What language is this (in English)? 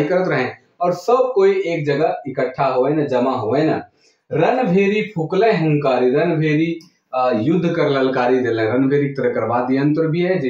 Sadri